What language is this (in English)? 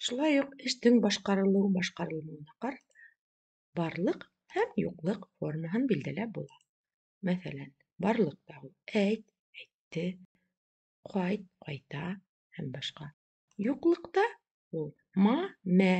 Bashkir